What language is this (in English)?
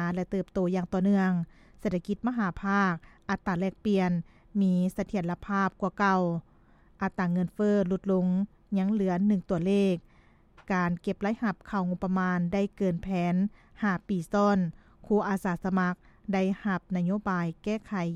Lao